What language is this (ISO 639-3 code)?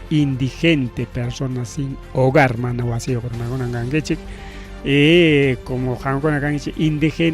quy